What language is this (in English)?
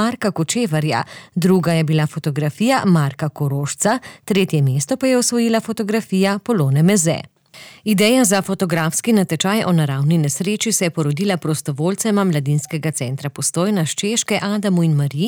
Slovenian